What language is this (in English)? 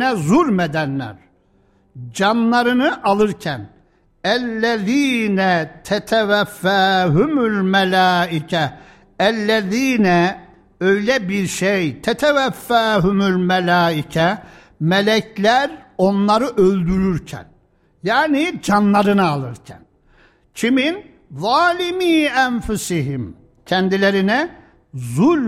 Turkish